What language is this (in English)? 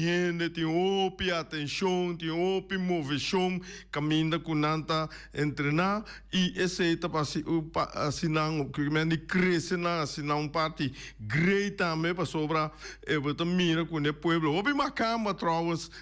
Papiamento